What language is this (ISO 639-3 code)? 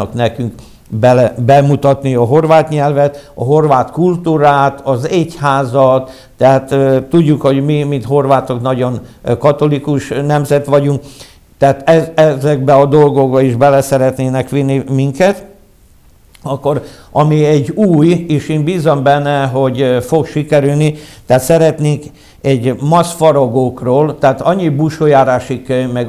hun